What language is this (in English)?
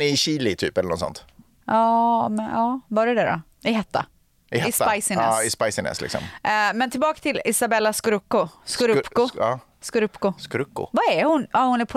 Swedish